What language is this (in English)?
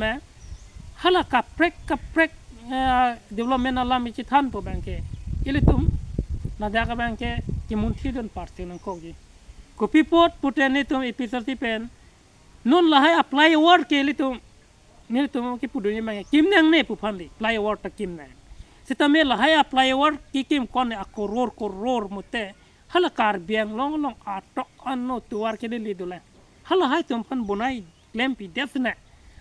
Karbi